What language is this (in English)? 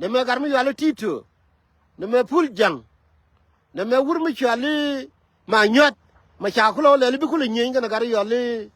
Nuer